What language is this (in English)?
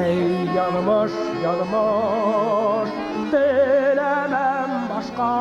Bashkir